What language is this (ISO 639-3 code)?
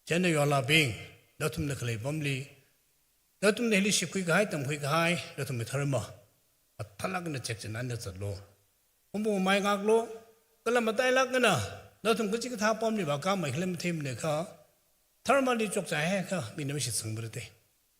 nmf